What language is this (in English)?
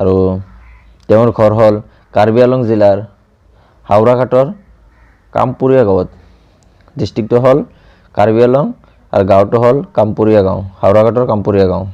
Assamese